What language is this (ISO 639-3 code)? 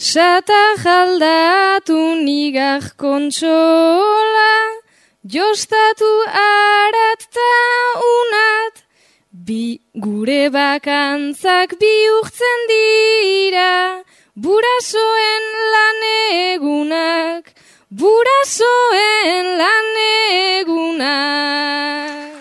eus